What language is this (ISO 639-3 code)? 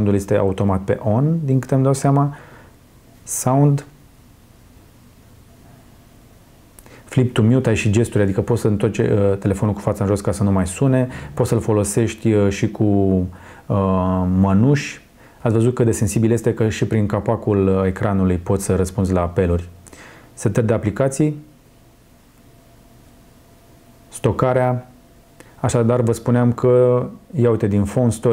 ron